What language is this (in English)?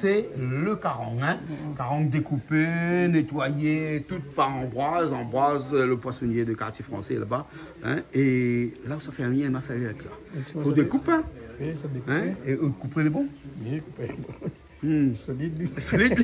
Réunion Creole French